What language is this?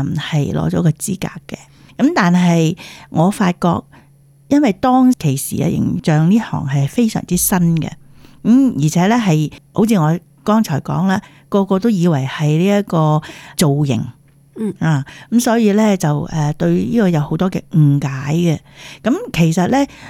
Cantonese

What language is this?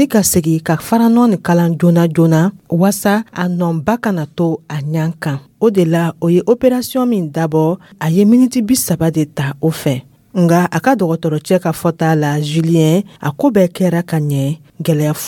Dyula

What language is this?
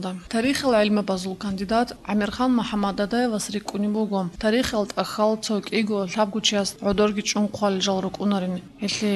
Avaric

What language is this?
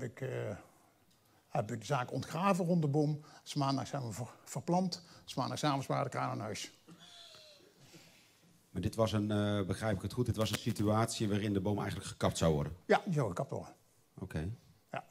Dutch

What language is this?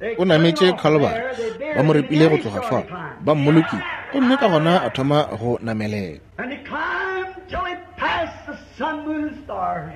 Northern Sotho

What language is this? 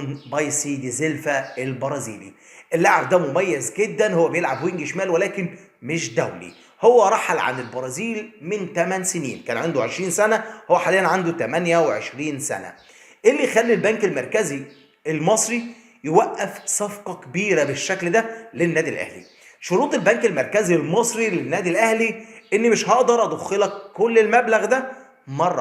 Egyptian Arabic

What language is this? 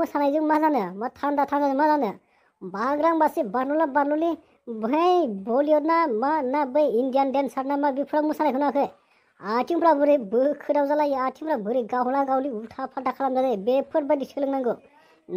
Bodo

